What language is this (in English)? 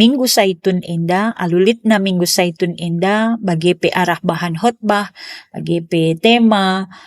Batak Karo